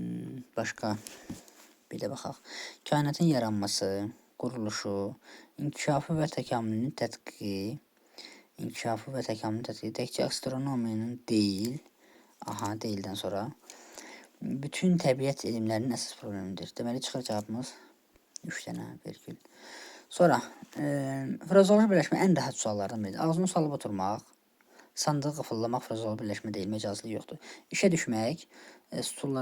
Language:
Azerbaijani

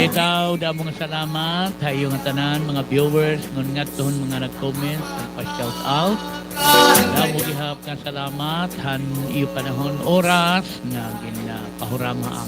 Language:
Waray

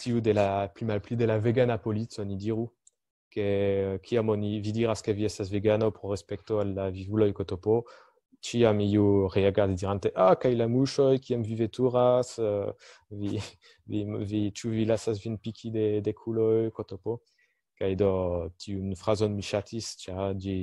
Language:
Esperanto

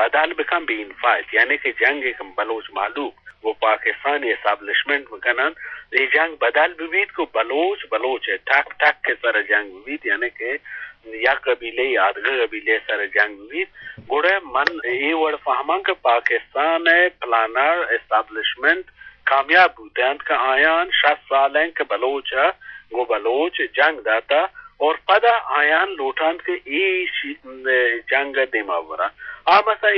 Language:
Eastern Balochi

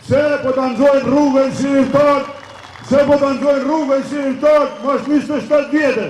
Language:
Albanian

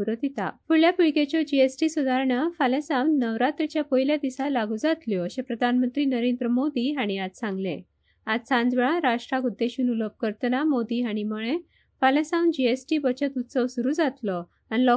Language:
Konkani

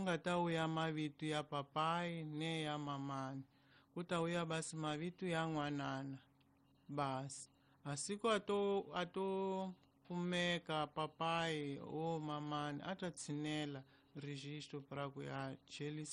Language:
Tsonga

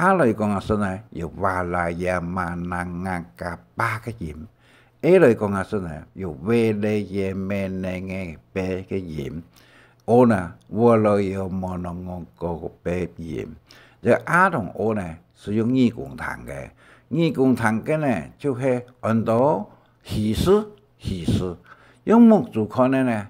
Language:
Hakka Chinese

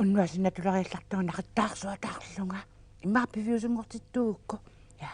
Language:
Kalaallisut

